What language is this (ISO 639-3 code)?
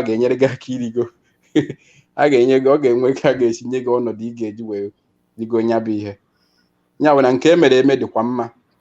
ibo